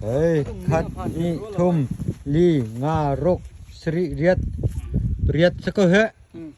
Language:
Hakha Chin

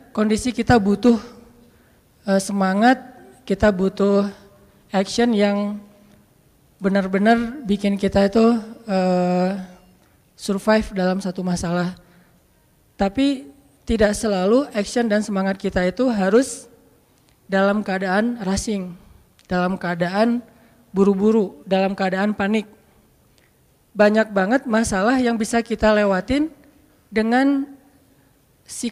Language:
Indonesian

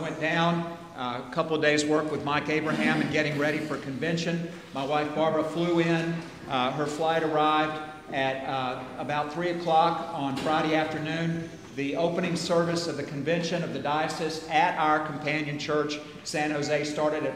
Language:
English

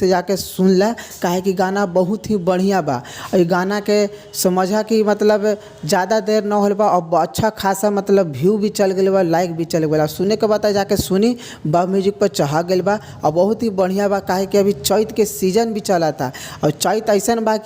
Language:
Bhojpuri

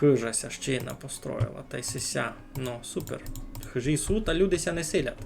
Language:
Rusyn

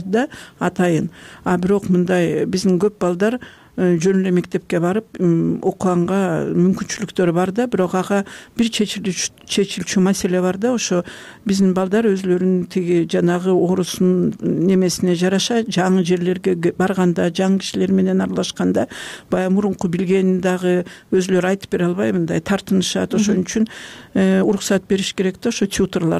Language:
Kyrgyz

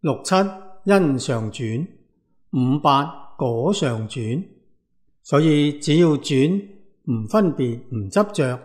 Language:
Cantonese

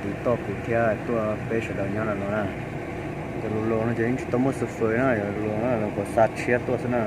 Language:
Hmong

